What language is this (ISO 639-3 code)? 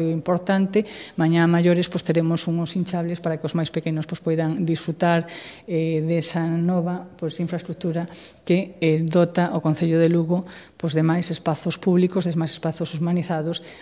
glg